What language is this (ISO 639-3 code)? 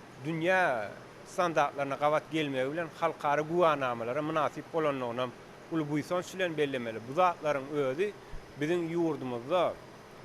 tuk